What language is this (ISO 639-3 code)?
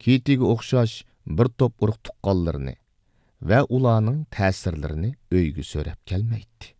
uig